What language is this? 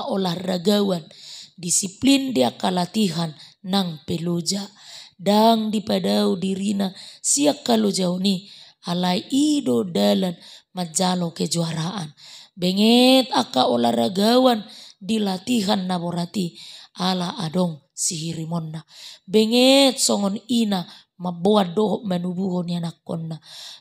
Batak Toba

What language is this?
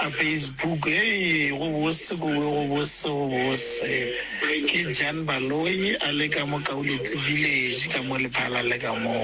Northern Sotho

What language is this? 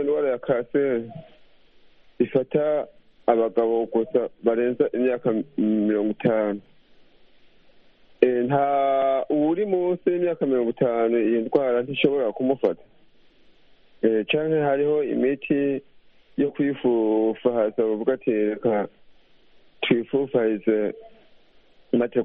Kinyarwanda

